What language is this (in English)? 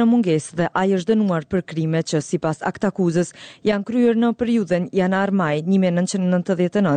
Albanian